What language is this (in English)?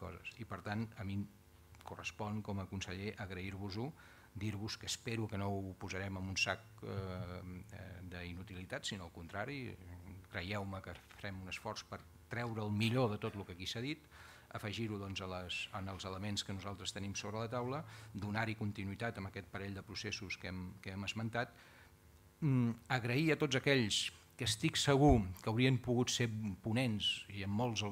Catalan